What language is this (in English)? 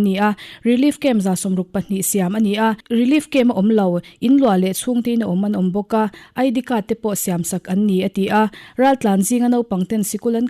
Mizo